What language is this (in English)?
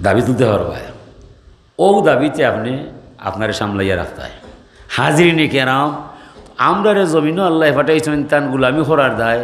Sylheti